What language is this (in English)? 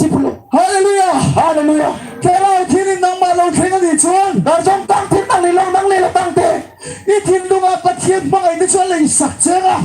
Karbi